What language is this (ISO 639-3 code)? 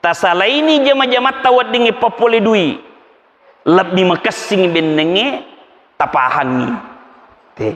bug